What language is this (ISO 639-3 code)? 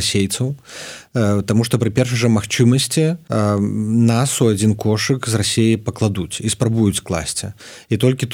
bel